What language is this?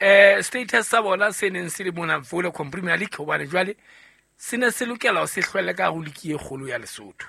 Southern Sotho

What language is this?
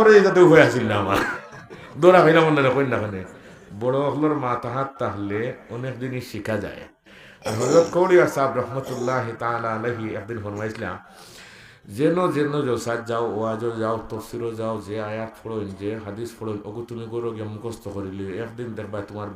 Sylheti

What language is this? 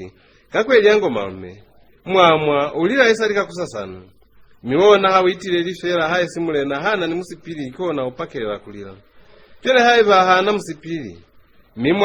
Lozi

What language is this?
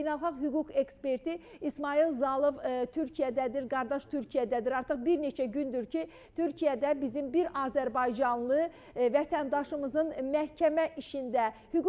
Azerbaijani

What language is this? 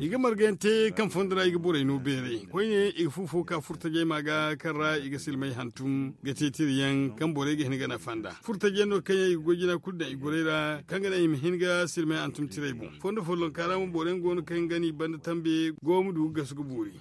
Zarma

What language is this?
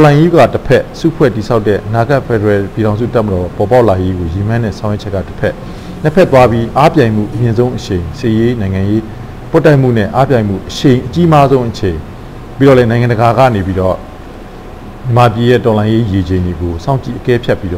Burmese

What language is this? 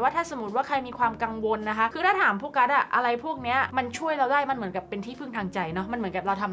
Thai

